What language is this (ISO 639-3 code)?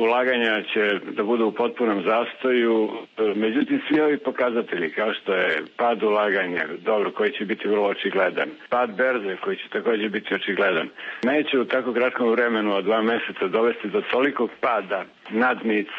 srp